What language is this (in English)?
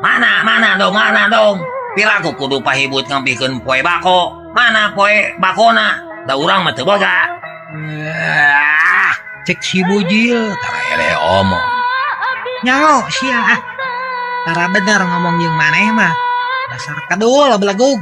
Sundanese